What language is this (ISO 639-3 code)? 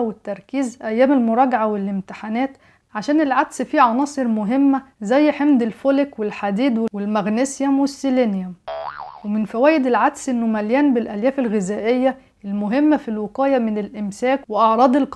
arz